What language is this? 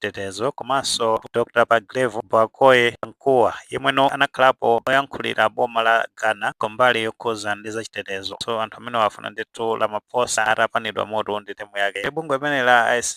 Nyanja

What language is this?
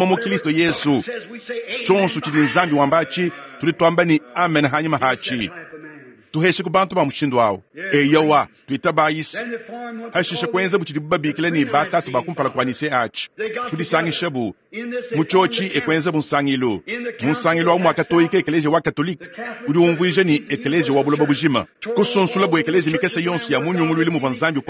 Luba-Lulua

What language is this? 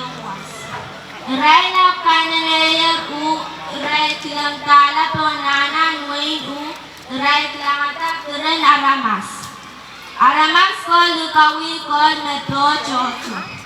Pohnpeian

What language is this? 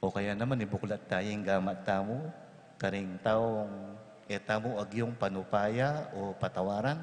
Pampanga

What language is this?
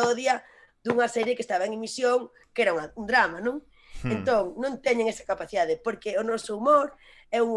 Galician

